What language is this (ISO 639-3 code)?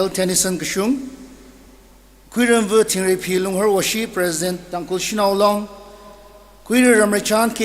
nmf